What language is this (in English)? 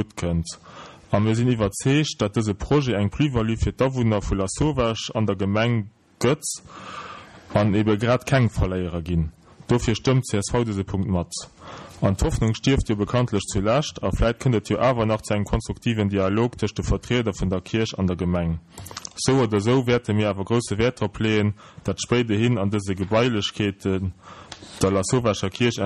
Luxembourgish